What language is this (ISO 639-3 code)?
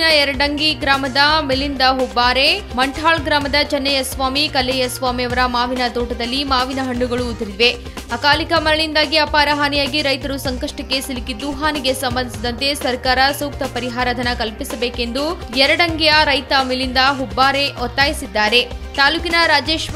kan